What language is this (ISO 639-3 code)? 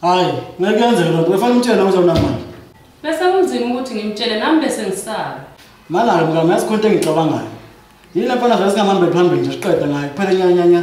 zul